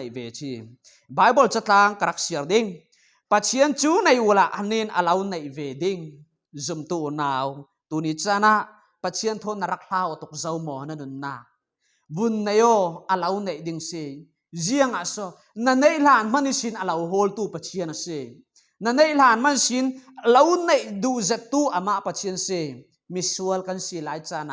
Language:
Falam Chin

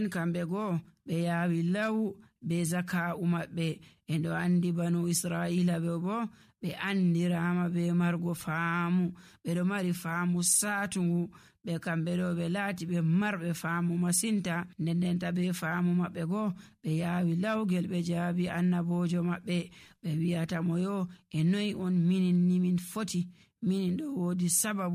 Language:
Nigerian Fulfulde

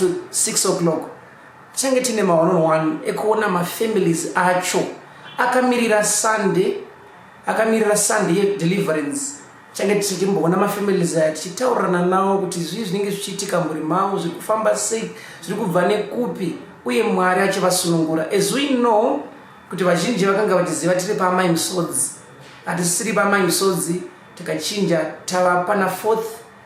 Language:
Shona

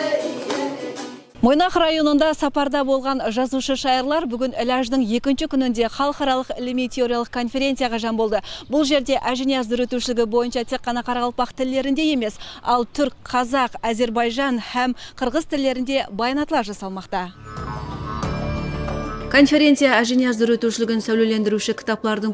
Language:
Kara-Kalpak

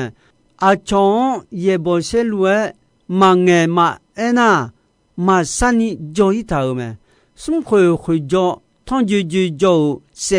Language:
Akha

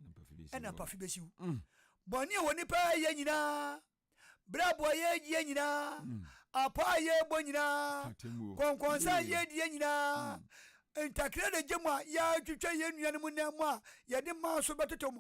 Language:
Akan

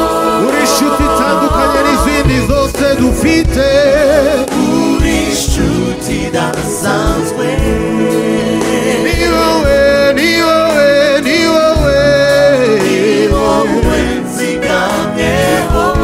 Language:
Kinyarwanda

